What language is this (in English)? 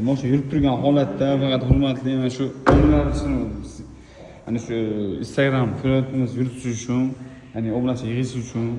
Uzbek